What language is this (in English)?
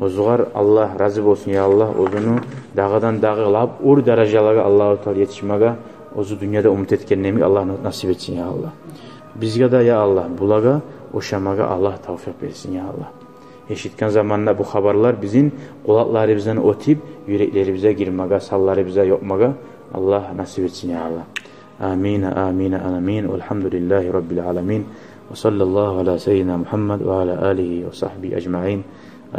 Kumyk